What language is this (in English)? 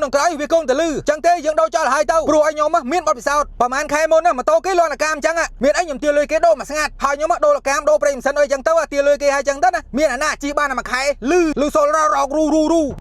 Khmer